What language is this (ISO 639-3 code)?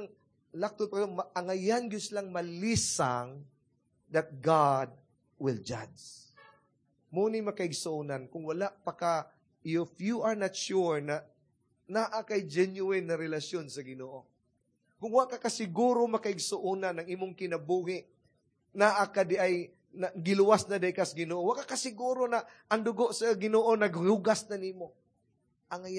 ceb